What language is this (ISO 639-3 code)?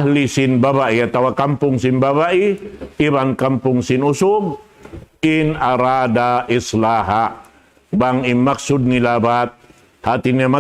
tsg